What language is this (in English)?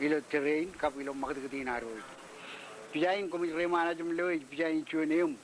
Marshallese